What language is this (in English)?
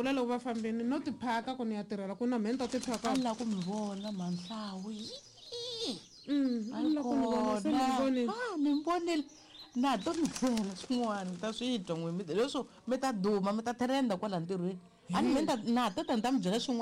Tsonga